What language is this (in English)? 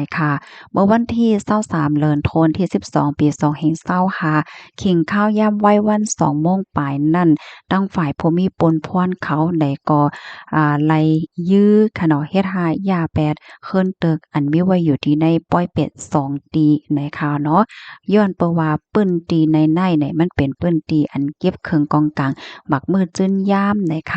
Shan